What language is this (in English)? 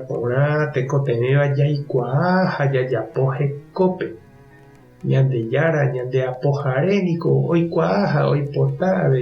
Guarani